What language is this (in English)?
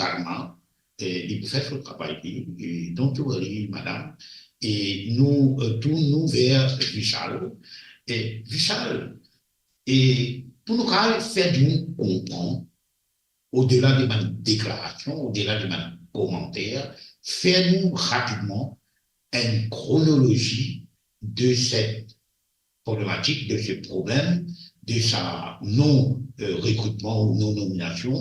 Morisyen